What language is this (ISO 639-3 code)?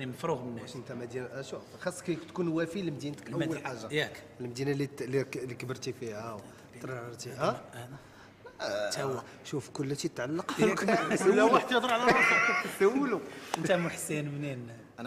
ary